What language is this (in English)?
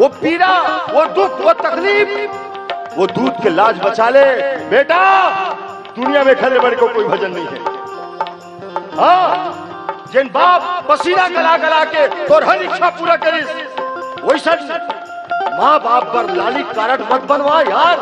Chhattisgarhi